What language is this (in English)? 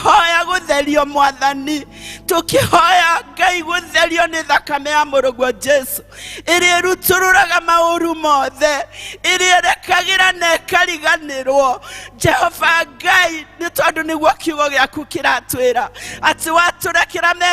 Kikuyu